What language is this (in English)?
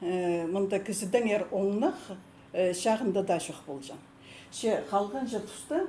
Khakas